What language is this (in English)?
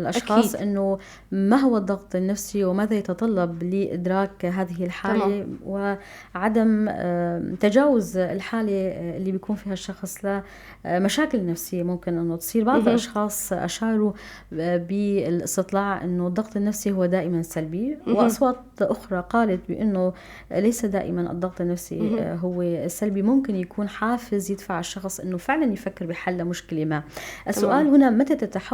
North Levantine Arabic